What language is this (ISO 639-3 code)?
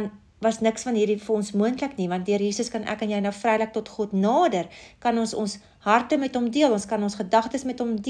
afr